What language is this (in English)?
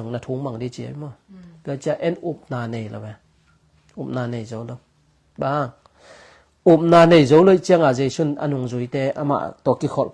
Tedim Chin